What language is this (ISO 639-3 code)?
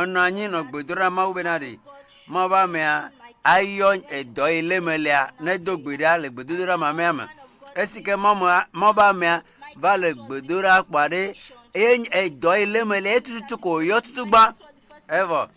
ewe